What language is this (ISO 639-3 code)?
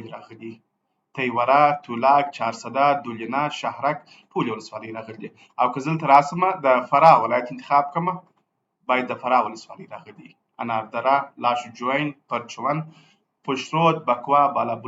pus